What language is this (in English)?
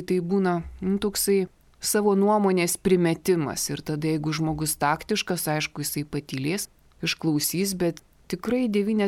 Lithuanian